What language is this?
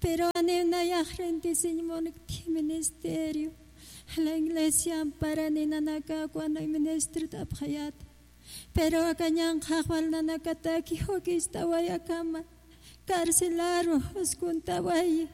Aymara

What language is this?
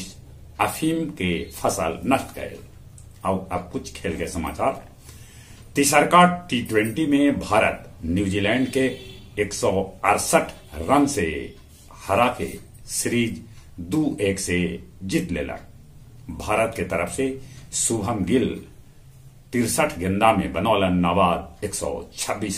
Magahi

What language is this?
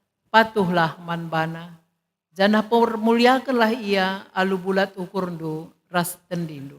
Batak Karo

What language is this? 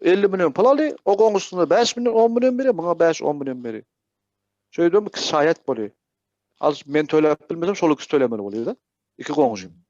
Turkmen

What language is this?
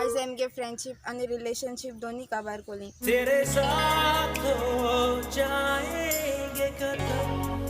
Konkani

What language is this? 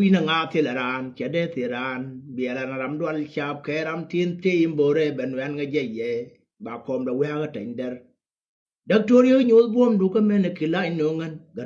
Nuer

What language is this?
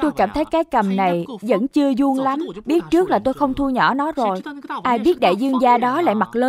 Vietnamese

